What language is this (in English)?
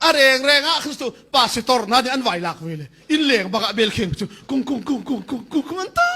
Hakha Chin